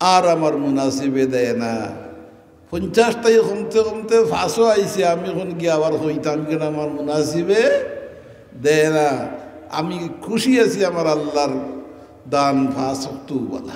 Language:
Sylheti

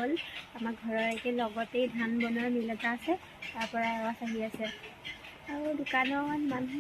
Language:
Assamese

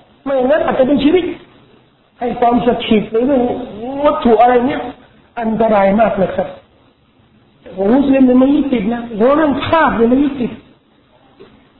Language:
Thai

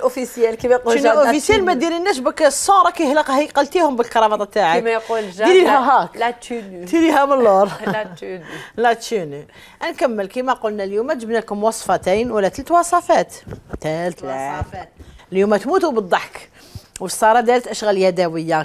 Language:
Algerian Arabic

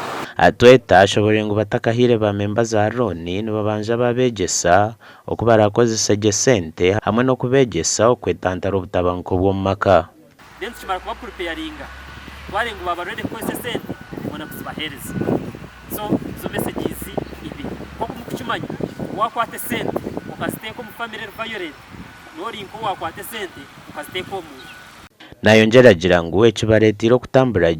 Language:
Nyankole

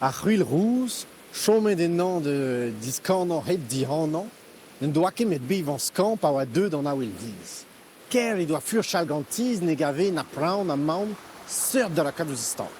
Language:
Breton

